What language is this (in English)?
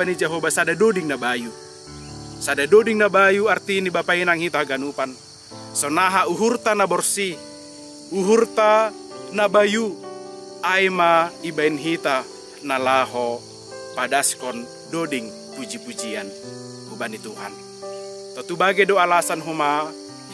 Batak Simalungun